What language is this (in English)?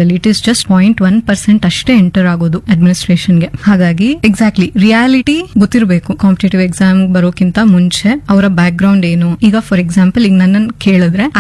Kannada